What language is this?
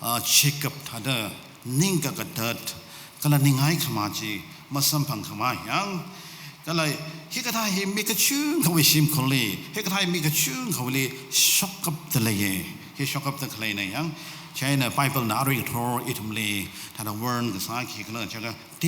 Tangkhul Naga (India)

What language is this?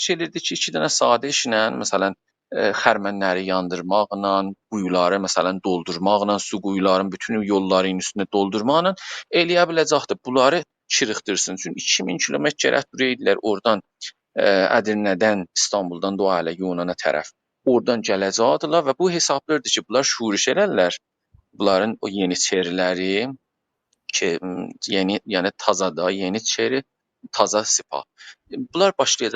South Azerbaijani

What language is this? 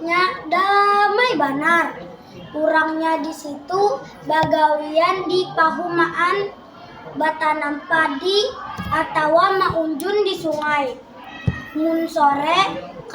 Banjar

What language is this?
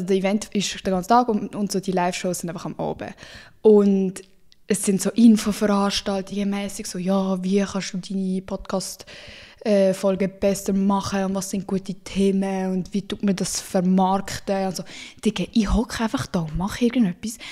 Swiss German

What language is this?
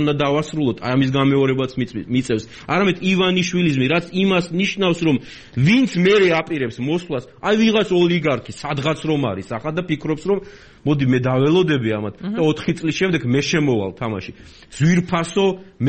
Georgian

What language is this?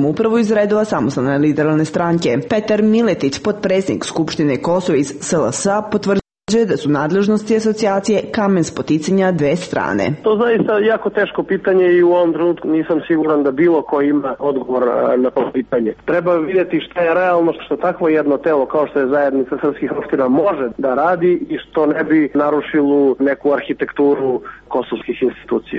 Serbian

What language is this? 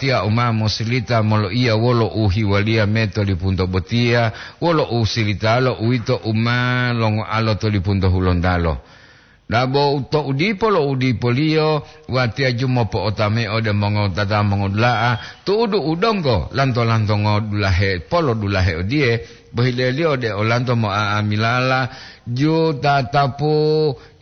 Gorontalo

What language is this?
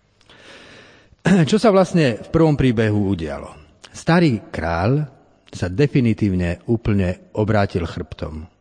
Slovak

